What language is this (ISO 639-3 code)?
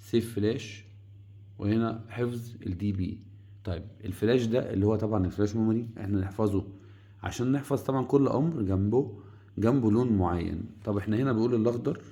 arz